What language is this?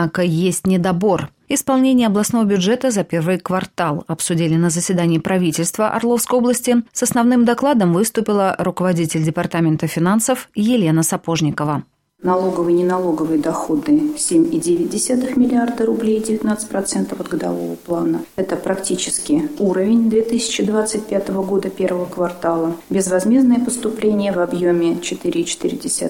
Russian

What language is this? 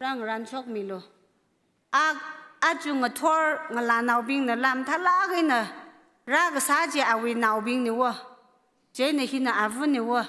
Tangkhul Naga (India)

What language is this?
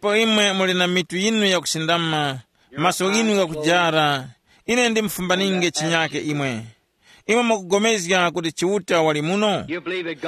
Tumbuka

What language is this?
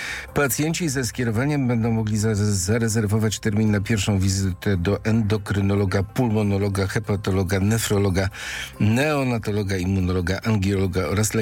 Polish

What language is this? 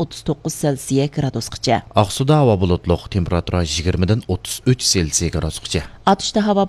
Uyghur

